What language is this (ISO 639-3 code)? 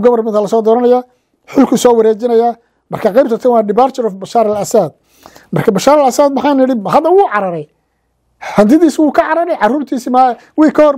som